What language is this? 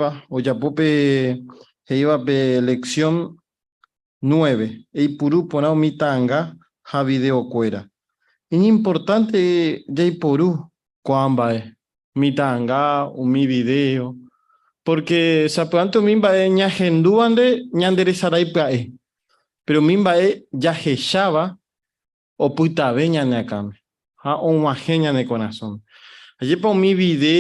Guarani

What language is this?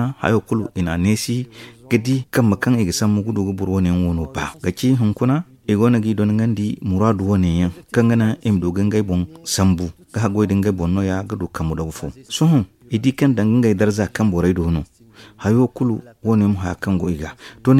Zarma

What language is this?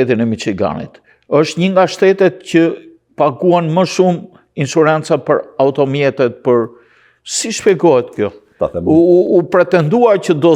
Albanian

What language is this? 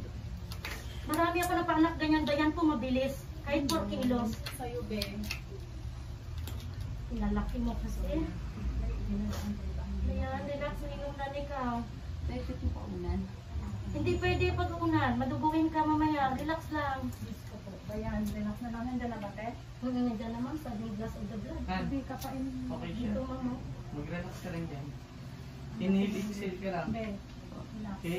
Filipino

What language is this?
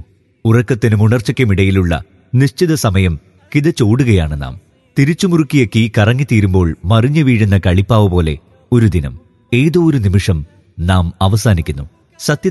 Malayalam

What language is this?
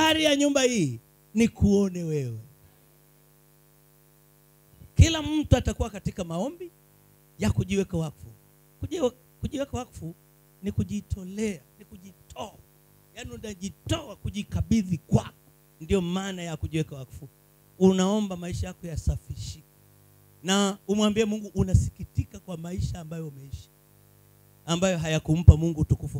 Swahili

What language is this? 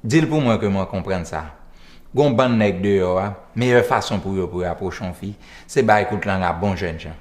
Haitian Creole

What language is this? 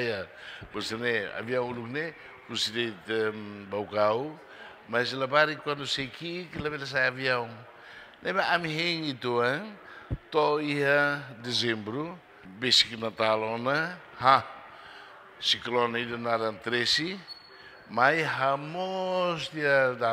Tetum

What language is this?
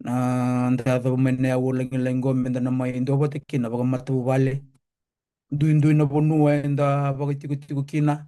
Fijian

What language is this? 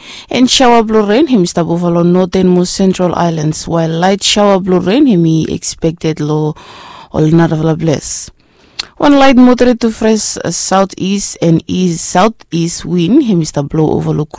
Bislama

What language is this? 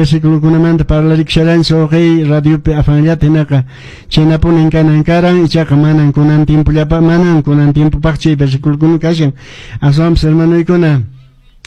Quechua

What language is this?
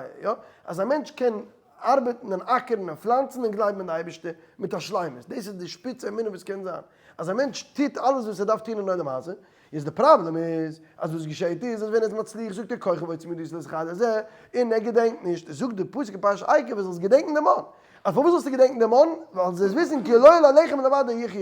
Yiddish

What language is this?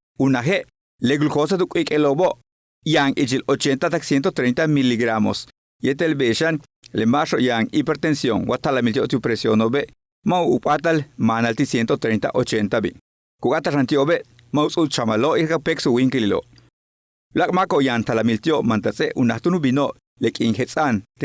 Yucateco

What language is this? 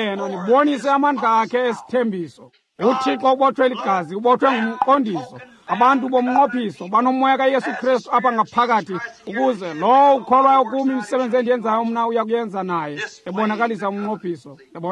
Xhosa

